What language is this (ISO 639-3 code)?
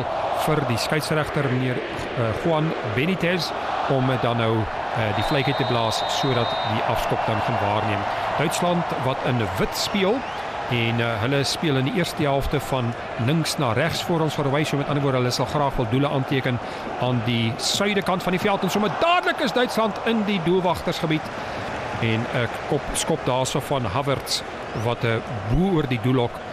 afr